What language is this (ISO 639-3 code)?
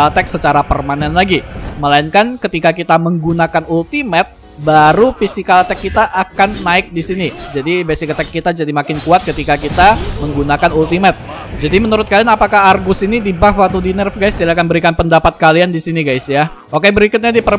ind